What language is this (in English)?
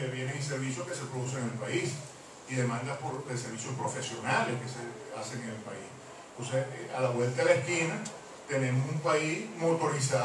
Spanish